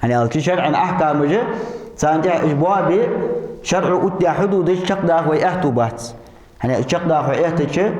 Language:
Ingush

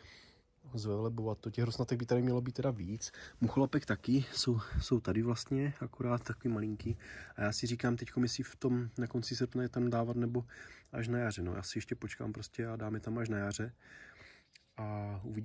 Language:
Czech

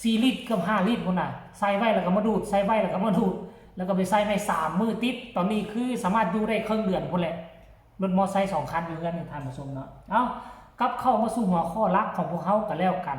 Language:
Northeastern Thai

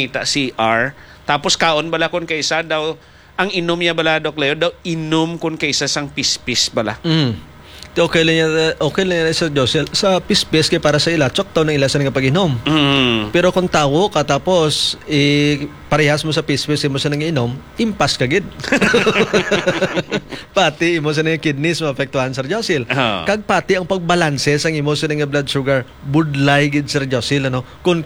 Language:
Hiligaynon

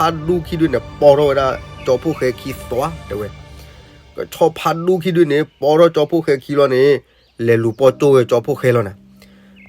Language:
S'gaw Karen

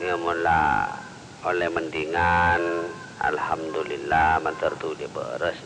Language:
Madurese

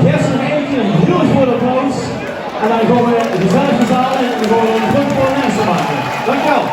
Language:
Limburgish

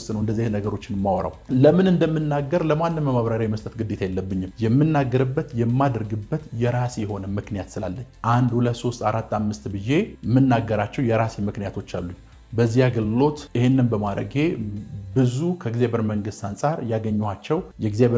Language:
Amharic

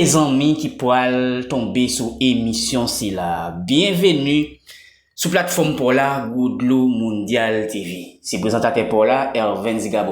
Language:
Haitian Creole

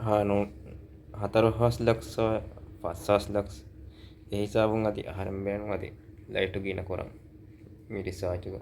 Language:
Divehi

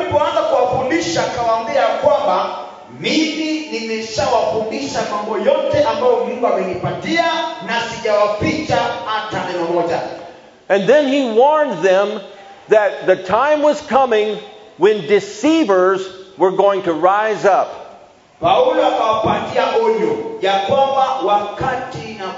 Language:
Swahili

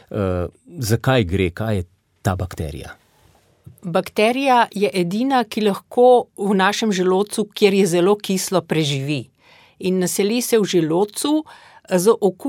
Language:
Slovenian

